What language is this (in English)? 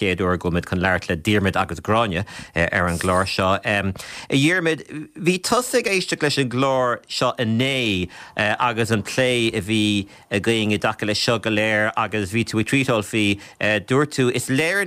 Irish